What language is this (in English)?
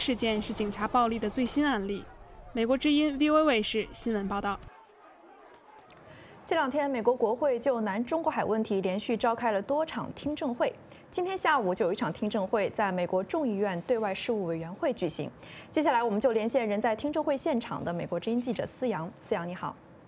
Chinese